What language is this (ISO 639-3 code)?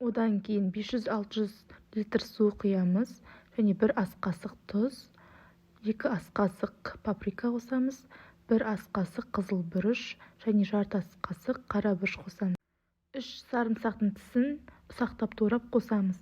kaz